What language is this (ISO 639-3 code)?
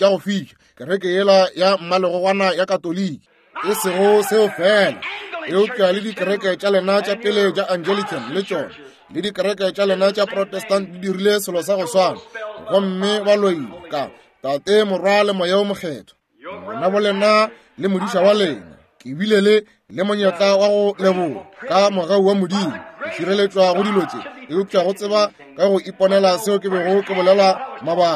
nso